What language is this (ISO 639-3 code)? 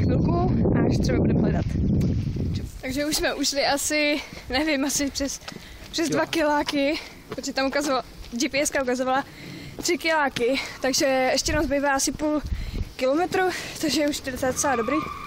ces